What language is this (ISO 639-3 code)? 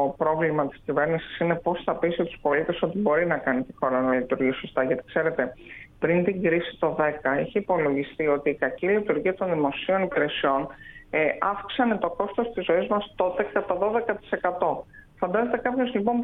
ell